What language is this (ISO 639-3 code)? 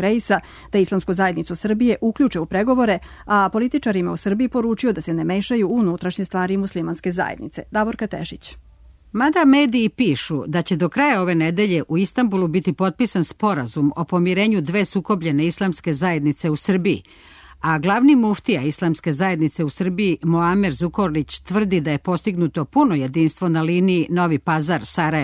srp